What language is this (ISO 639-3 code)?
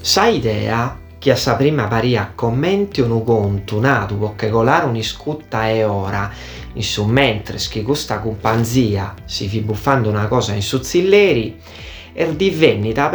srd